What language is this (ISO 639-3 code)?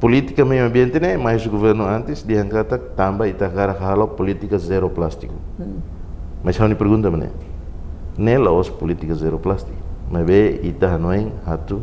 tet